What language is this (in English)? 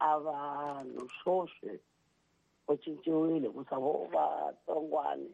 Tsonga